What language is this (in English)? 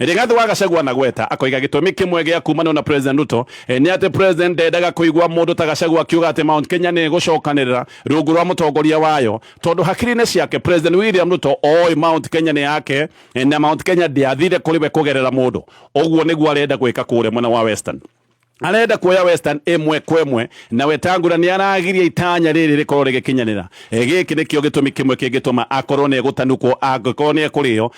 Kikuyu